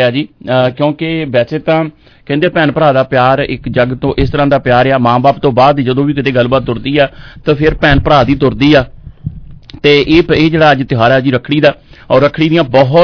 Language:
Punjabi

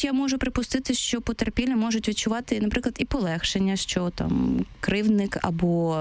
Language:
Ukrainian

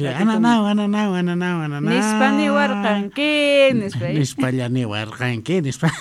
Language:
South Bolivian Quechua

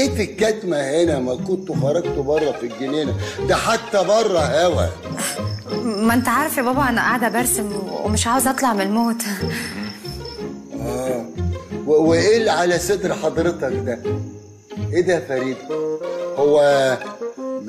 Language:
Egyptian Arabic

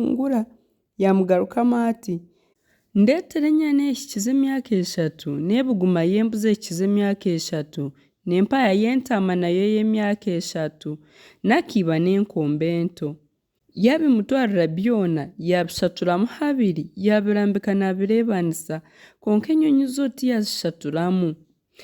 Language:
Nyankole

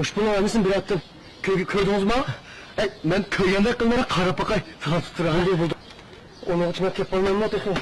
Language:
Uyghur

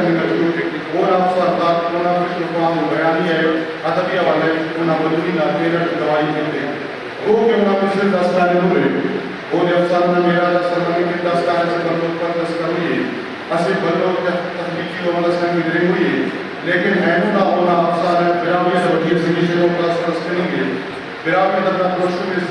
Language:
Brahui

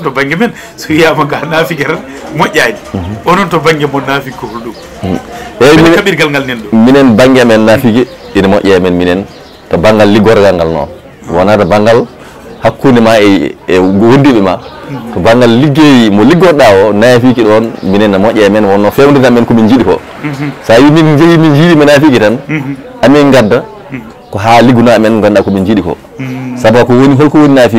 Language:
Fula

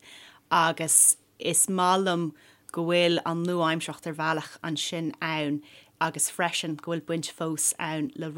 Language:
Irish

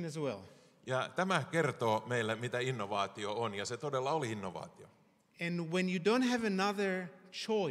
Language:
Finnish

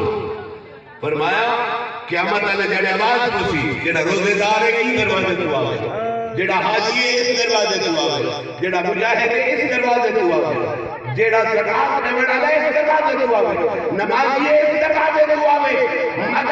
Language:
Saraiki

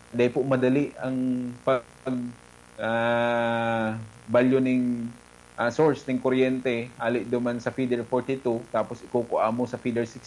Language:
Bikol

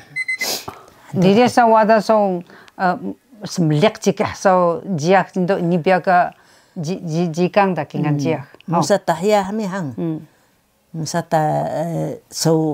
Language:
Taroko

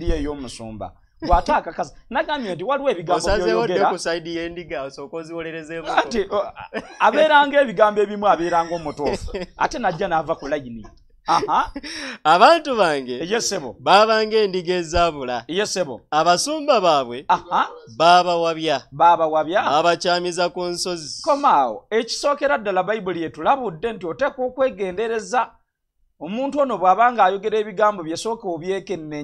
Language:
Ganda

